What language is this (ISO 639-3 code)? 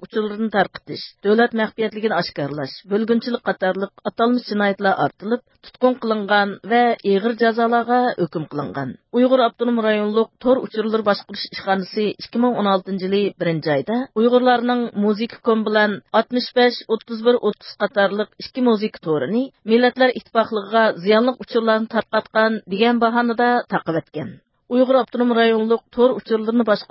uig